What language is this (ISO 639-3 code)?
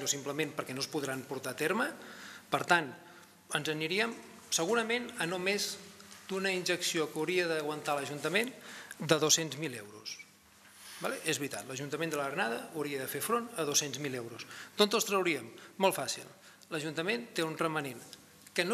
cat